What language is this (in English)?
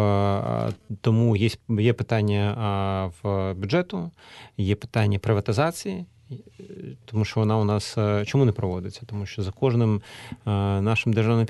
Ukrainian